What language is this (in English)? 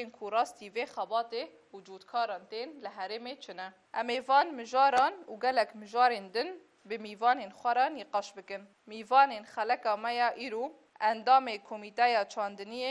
Kurdish